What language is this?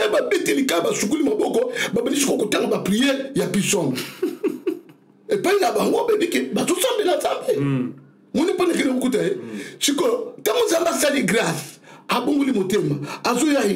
Lingala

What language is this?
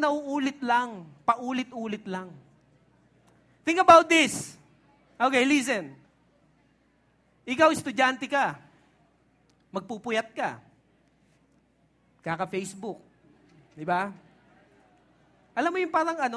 Filipino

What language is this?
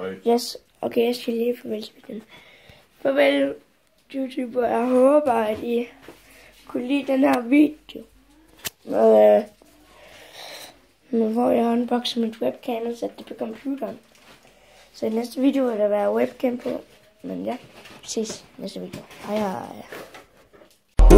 Danish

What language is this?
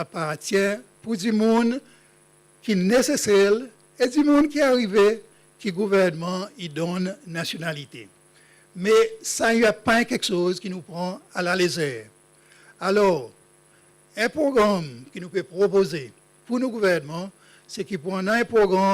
Seselwa Creole French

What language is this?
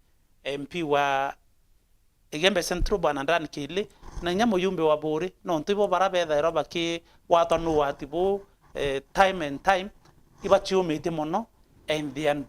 Meru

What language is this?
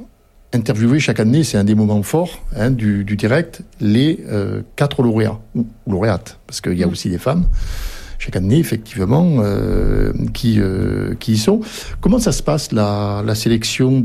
French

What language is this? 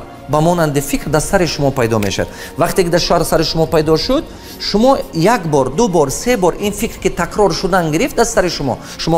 Tajik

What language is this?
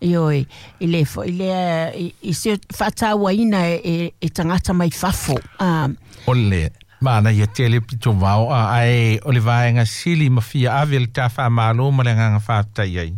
Samoan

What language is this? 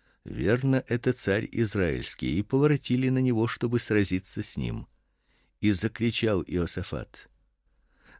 Russian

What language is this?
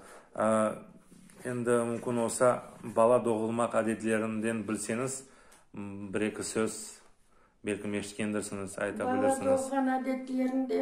Crimean Tatar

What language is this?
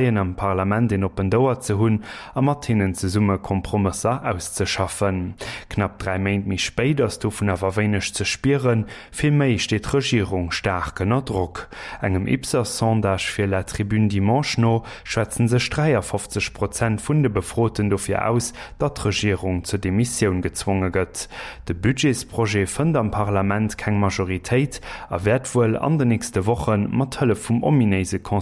Luxembourgish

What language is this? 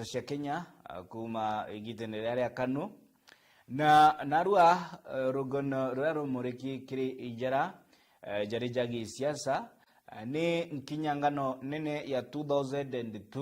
Meru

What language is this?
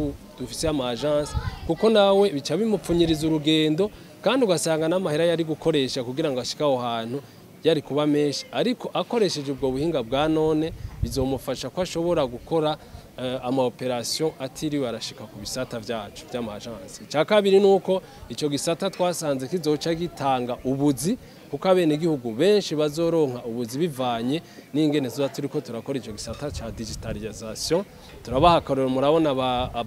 Rundi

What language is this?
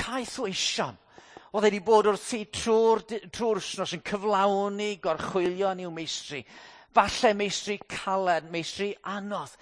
Welsh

